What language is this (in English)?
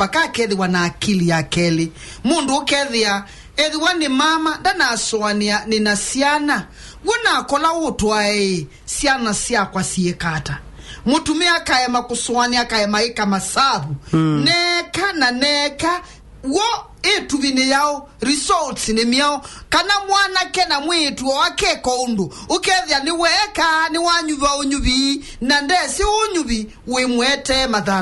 Kamba